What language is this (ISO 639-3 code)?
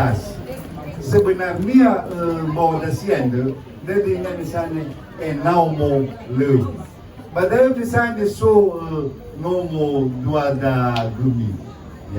nia